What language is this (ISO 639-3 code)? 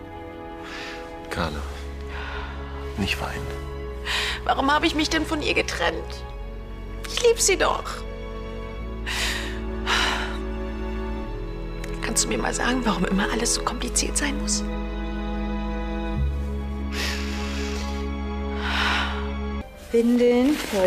deu